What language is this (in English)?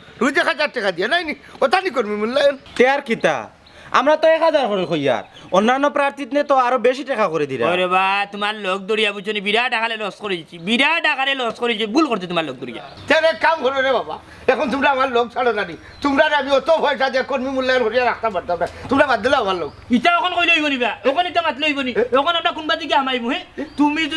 Sylheti